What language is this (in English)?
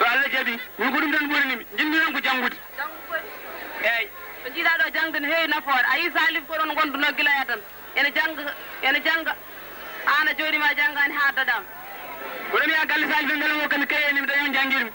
Fula